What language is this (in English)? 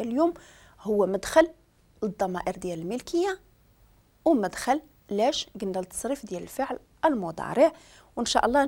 Moroccan Arabic